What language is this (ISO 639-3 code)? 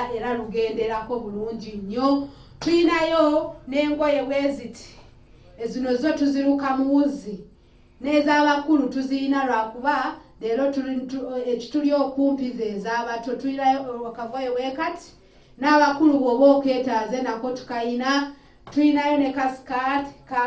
lug